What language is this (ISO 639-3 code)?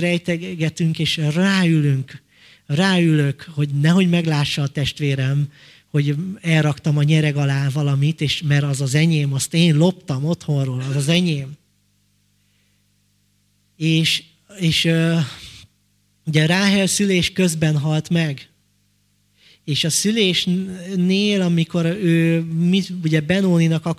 hun